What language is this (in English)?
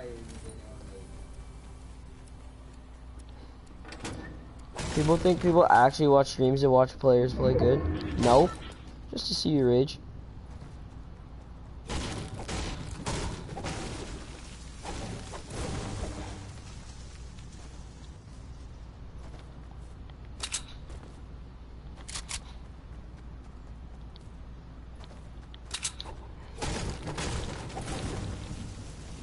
English